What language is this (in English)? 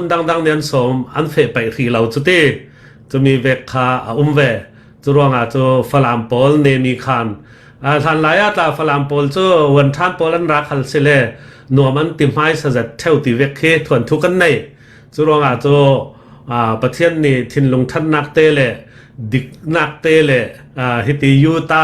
Falam Chin